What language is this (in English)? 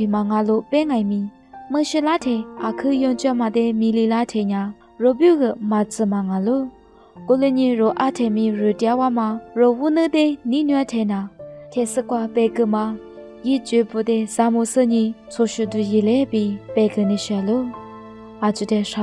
Lisu